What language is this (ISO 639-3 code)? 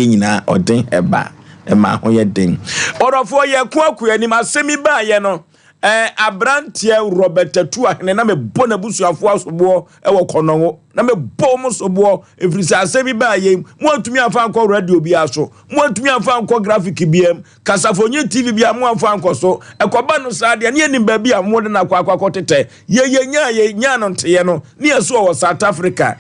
aka